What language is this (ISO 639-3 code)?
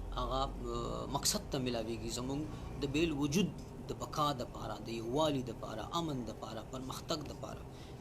pus